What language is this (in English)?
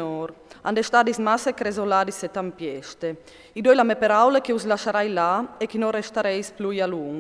Friulian